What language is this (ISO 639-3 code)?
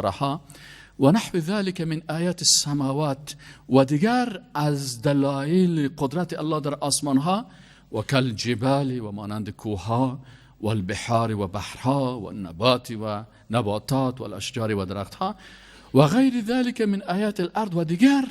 fas